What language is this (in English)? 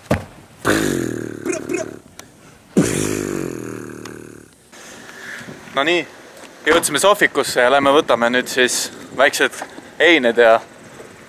Estonian